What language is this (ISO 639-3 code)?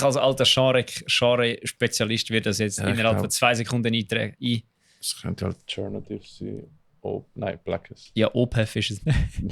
gsw